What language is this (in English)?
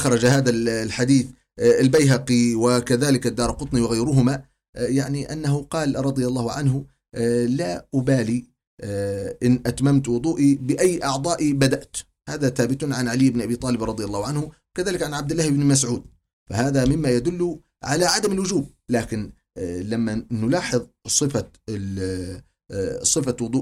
Arabic